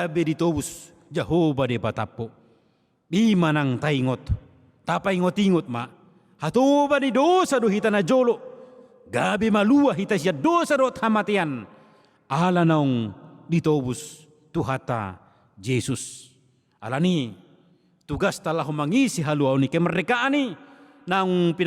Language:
Batak Toba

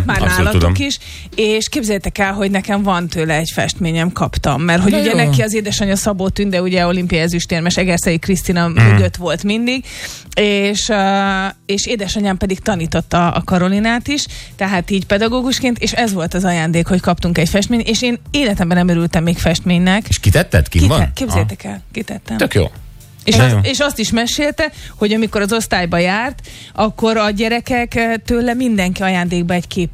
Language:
Hungarian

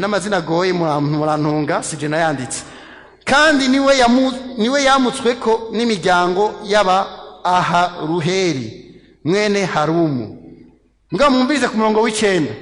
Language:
Rundi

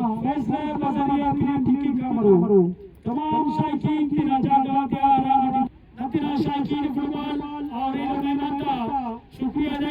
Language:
Brahui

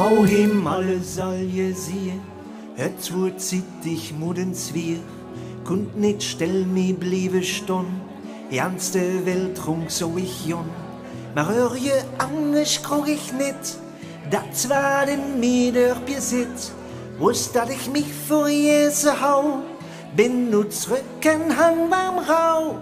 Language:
Limburgish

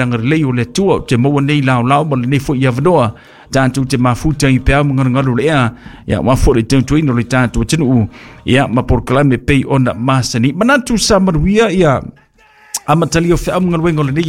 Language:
Samoan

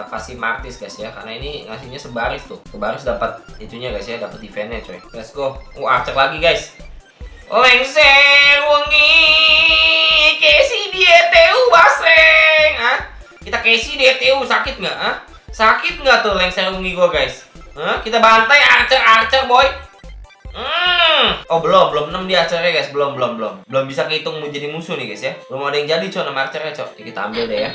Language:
Indonesian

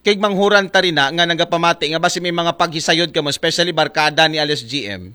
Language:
Aklanon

